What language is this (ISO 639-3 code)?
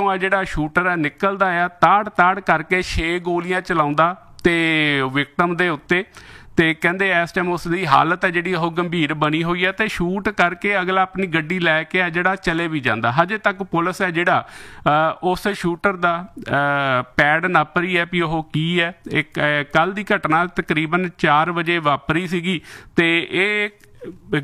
pan